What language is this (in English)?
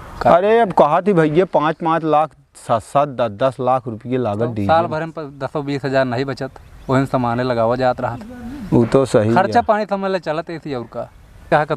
Awadhi